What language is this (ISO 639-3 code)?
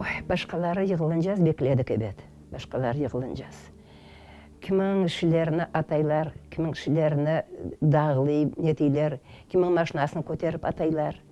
crh